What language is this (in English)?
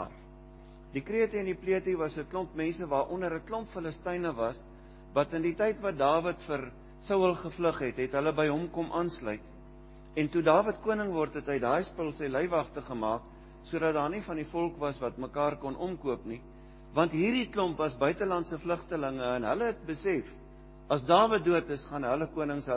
Afrikaans